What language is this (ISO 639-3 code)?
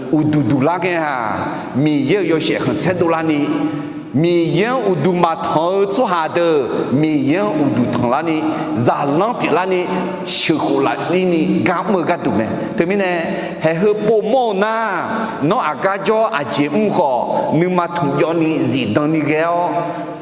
ahk